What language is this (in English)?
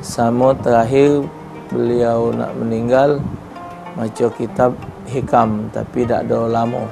Musi